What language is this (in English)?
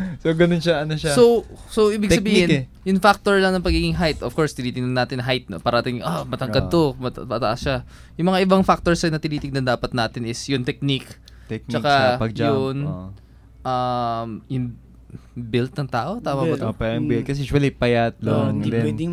Filipino